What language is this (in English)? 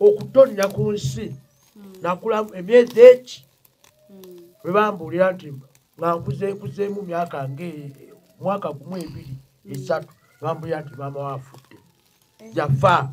Ganda